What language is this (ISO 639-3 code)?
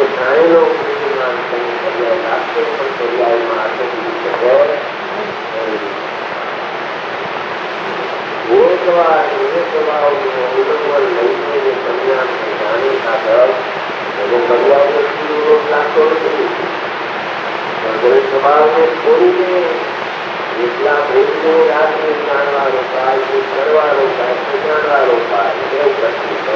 guj